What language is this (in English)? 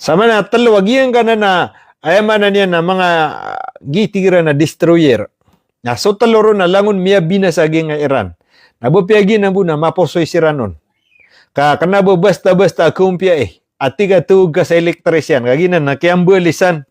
Maranao